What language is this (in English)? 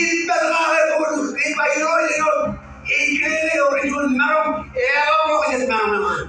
Marshallese